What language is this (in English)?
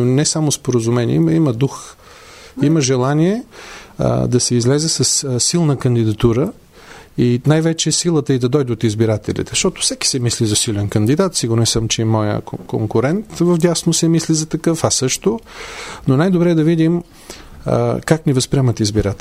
Bulgarian